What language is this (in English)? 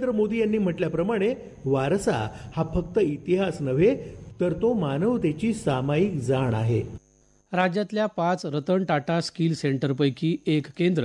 Marathi